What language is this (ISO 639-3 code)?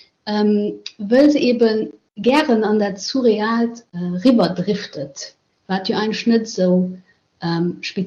ltz